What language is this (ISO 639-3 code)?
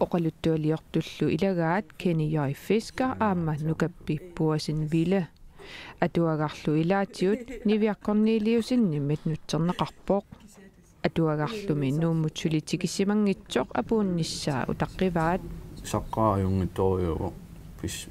kal